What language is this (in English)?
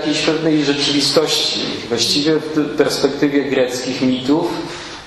Polish